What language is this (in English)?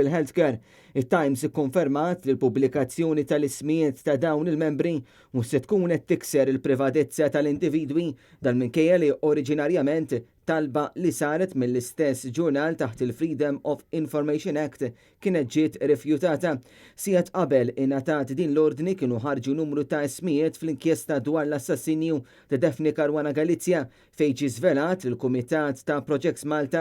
Maltese